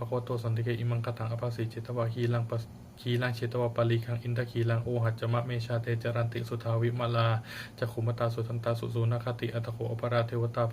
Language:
Pali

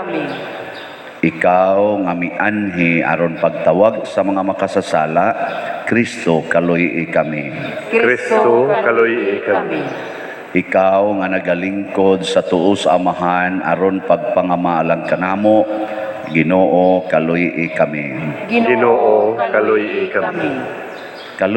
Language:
Cebuano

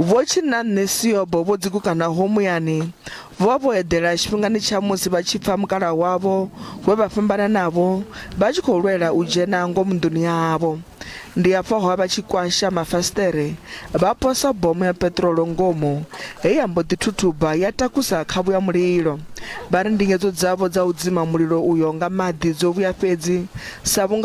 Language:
Venda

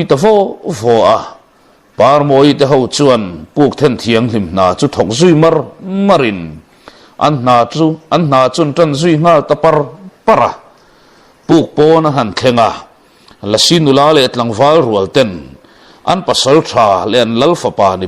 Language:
Mizo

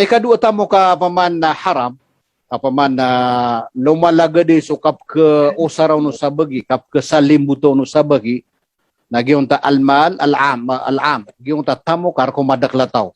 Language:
Maranao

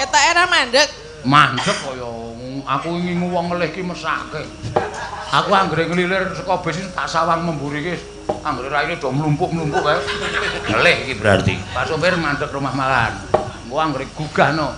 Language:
Javanese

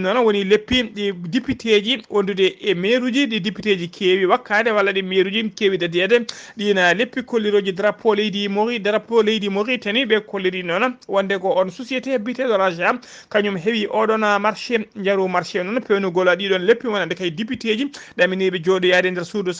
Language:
Fula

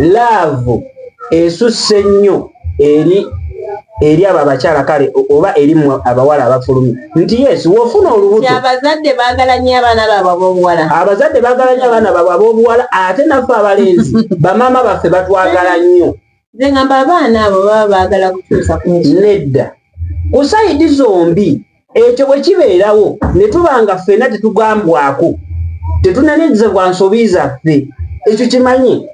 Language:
Ganda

